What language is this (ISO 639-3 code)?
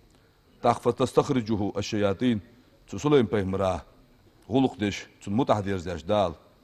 inh